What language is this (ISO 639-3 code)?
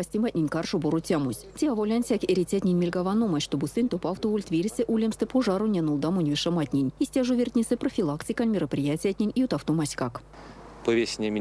myv